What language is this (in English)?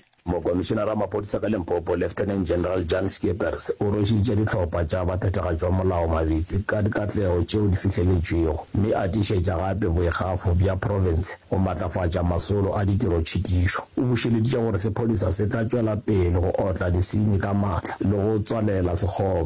Northern Sotho